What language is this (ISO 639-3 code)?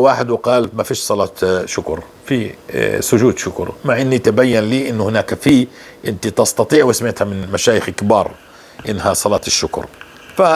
apc